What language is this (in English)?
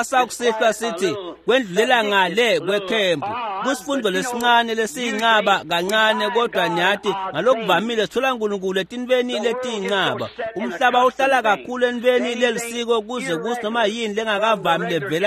Swati